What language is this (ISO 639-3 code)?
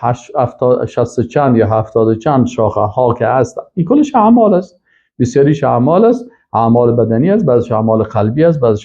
fas